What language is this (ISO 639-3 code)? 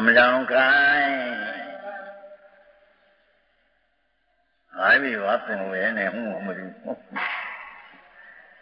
guj